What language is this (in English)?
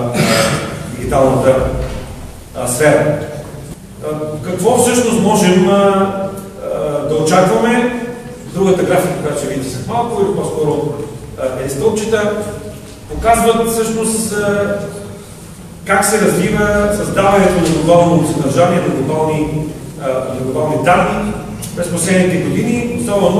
Bulgarian